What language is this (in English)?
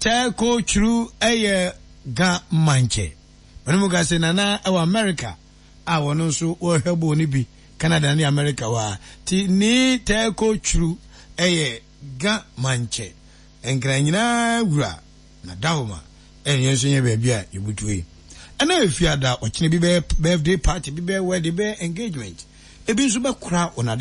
Akan